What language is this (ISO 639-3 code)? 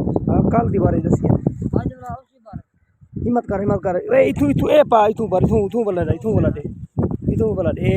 skr